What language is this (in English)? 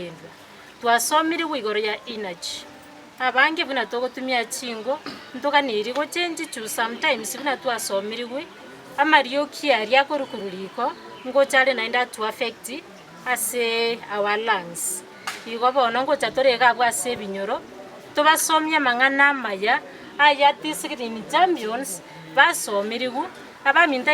Gusii